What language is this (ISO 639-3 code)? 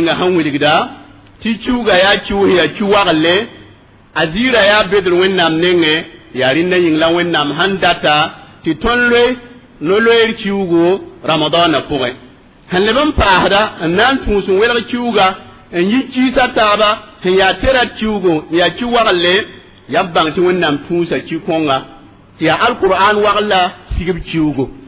mos